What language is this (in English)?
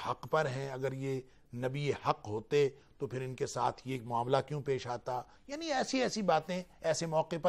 Urdu